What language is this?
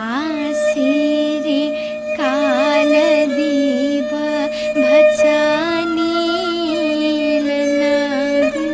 Newari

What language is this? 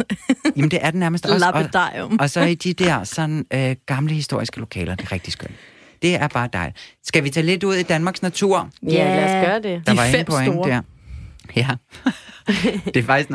Danish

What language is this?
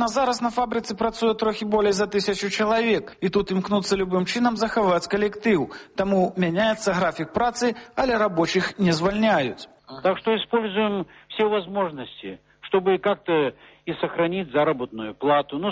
Belarusian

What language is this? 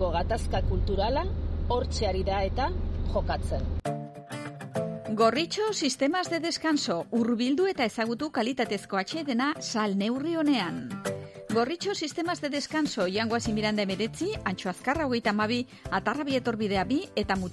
Basque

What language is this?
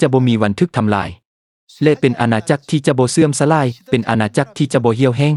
Lao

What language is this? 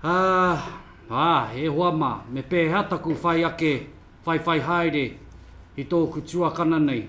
Māori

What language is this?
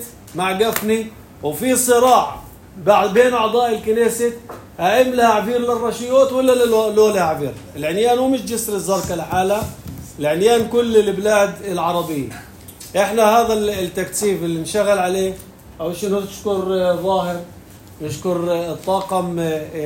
North Levantine Arabic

